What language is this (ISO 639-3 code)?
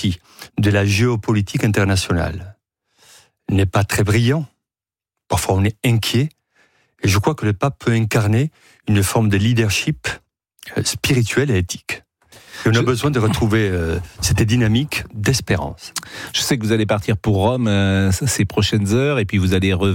fra